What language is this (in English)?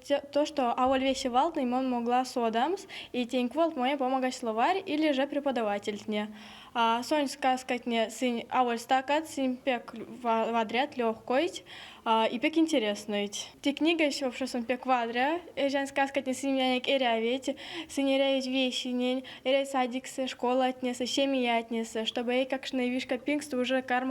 Erzya